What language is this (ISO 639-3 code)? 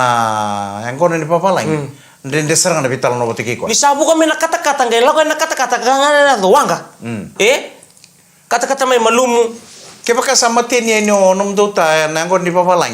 fij